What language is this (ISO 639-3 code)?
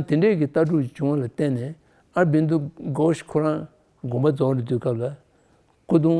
bod